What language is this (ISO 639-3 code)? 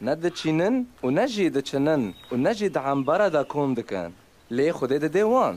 kur